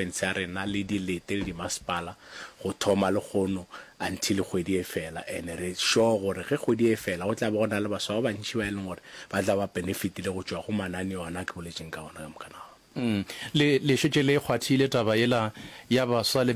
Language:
Northern Sotho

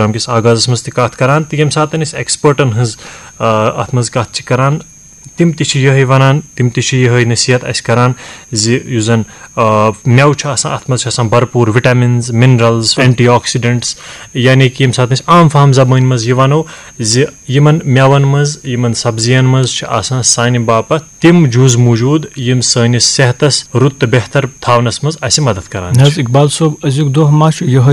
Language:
Kashmiri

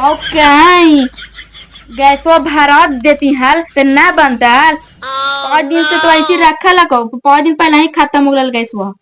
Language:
Magahi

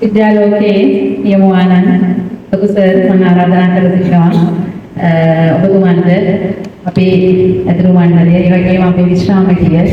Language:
Sinhala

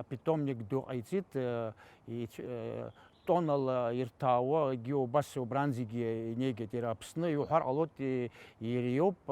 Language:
Abkhazian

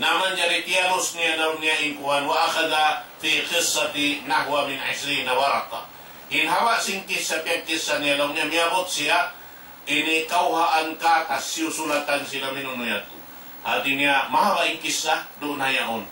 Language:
Tausug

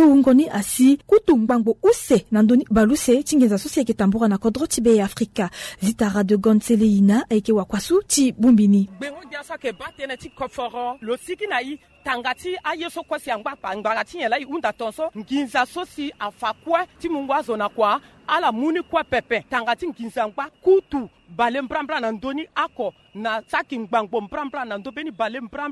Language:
Sango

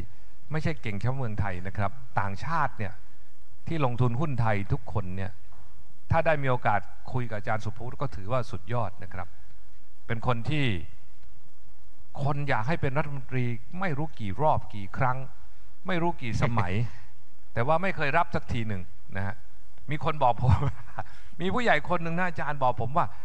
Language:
Thai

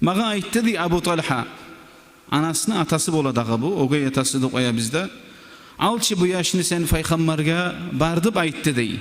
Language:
Kumyk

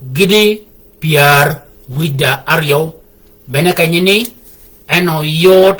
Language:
Shilluk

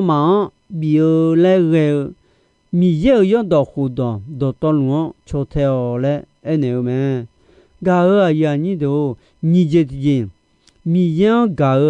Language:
Akha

